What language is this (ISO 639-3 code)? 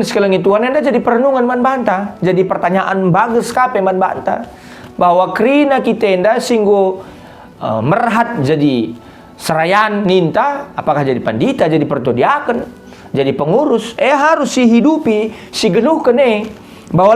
btx